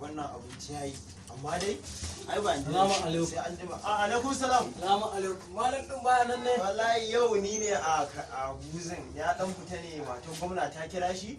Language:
Hausa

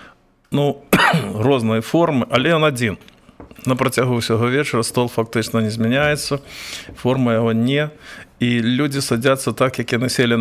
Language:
Belarusian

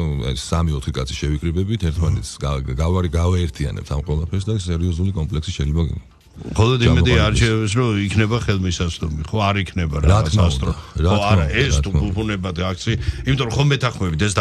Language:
Georgian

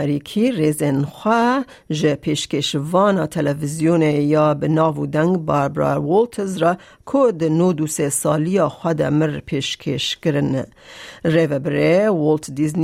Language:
Kurdish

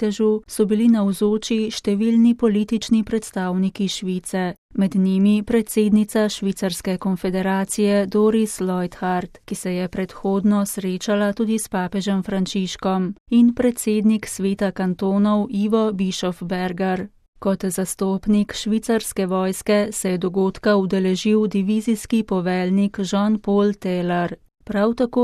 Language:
Slovenian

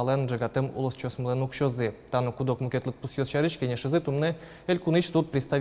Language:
Udmurt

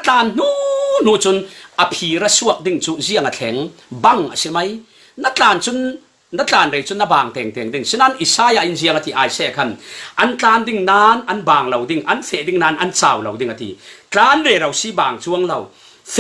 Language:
Falam Chin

